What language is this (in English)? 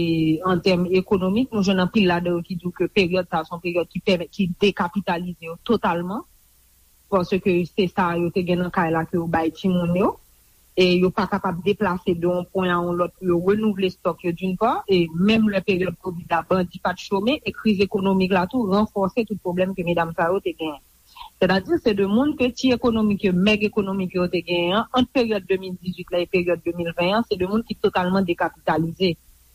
Haitian Creole